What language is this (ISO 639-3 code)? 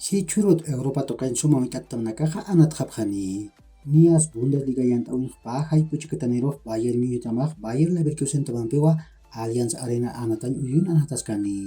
aym